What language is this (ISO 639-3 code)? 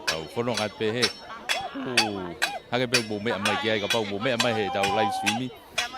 ton